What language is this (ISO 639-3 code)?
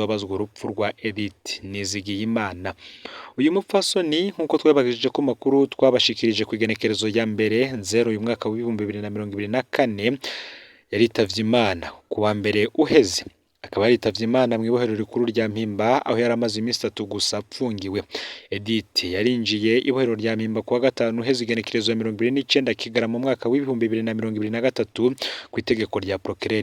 run